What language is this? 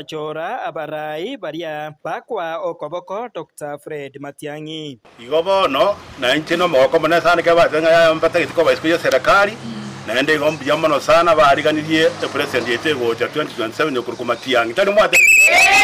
Gusii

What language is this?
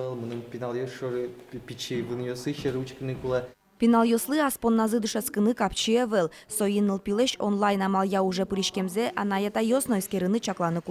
Udmurt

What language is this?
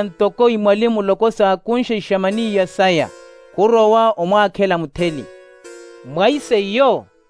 Makhuwa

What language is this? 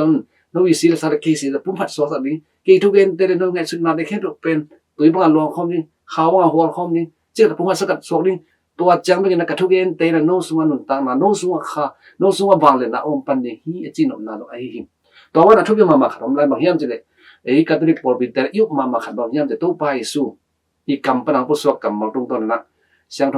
Tedim Chin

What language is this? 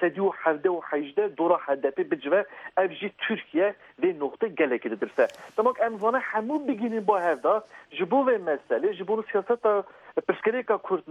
Kurdish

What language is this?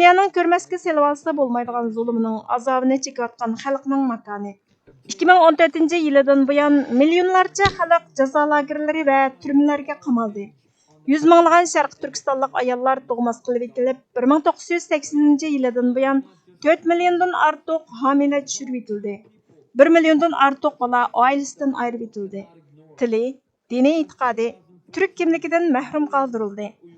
Uyghur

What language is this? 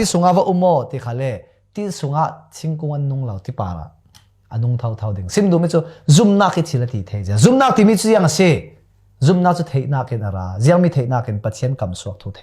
Falam Chin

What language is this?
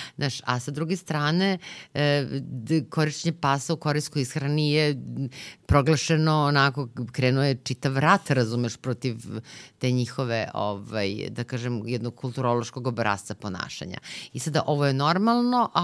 Serbian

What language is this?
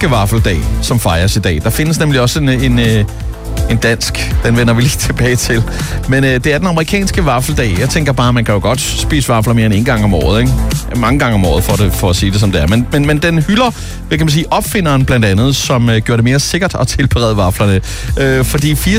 Danish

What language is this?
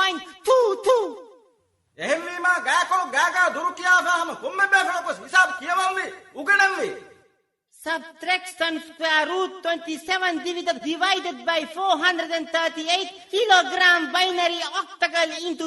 Divehi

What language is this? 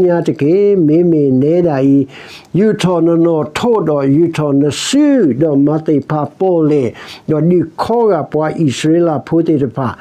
S'gaw Karen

